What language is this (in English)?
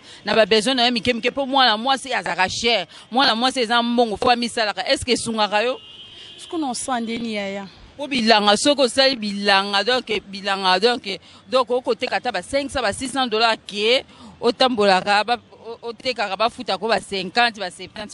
Lingala